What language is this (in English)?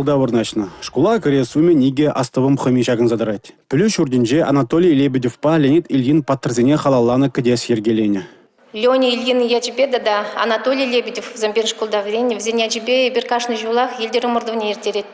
Chuvash